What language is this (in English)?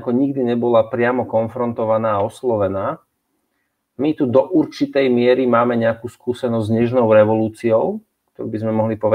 Slovak